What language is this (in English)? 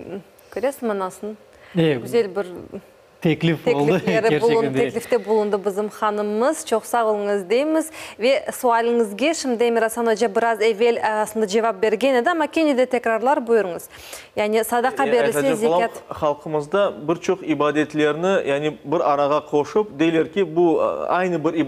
Crimean Tatar